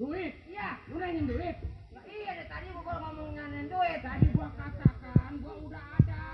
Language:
Betawi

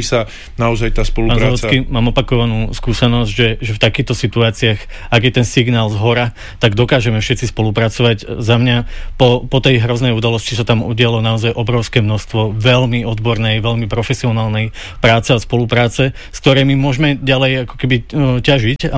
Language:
Slovak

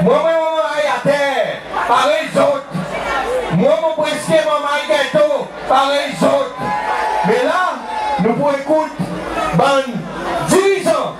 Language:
Seselwa Creole French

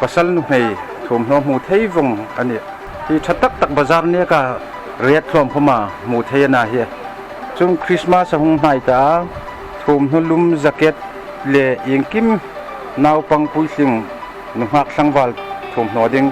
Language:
Hmar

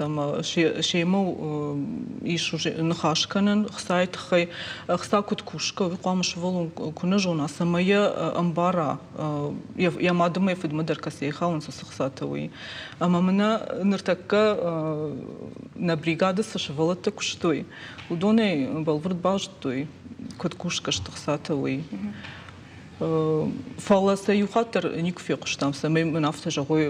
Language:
Ossetic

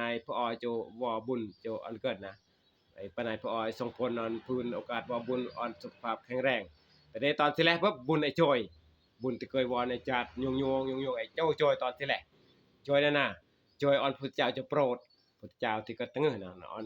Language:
Northeastern Thai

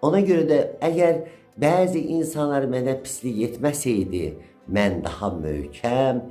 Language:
Azerbaijani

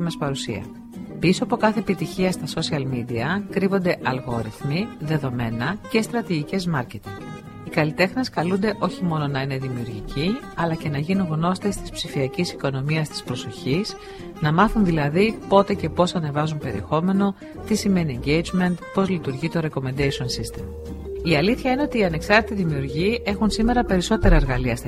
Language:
Greek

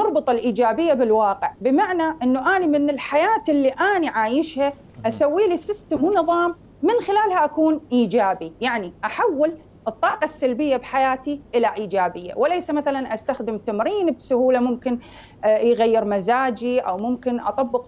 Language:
Mesopotamian Arabic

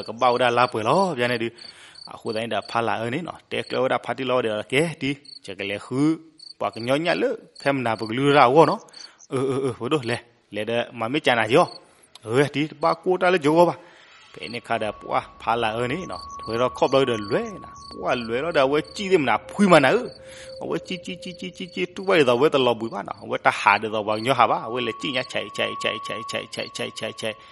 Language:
S'gaw Karen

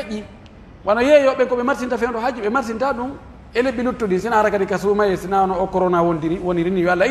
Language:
Pular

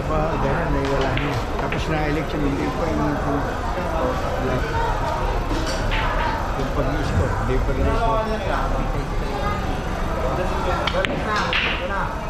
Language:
Filipino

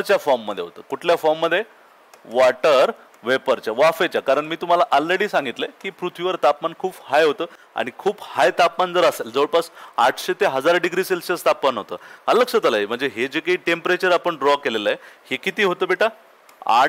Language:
Marathi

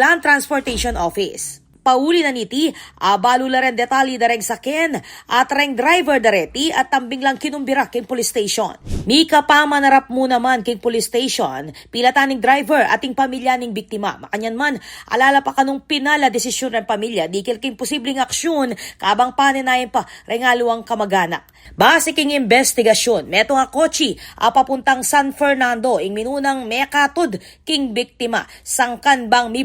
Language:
Pampanga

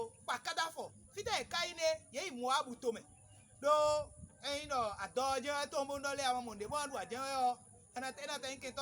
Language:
Fon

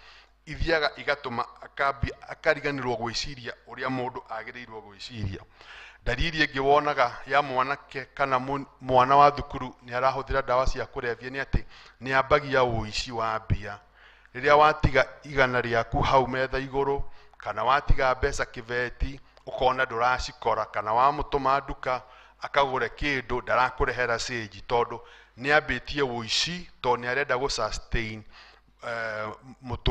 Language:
Kikuyu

